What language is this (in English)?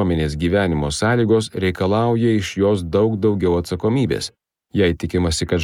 Lithuanian